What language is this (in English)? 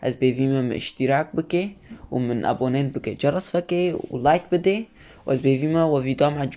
Kurdish